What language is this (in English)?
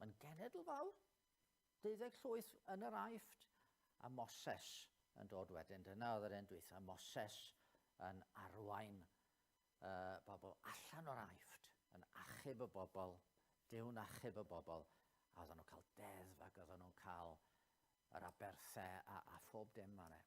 Welsh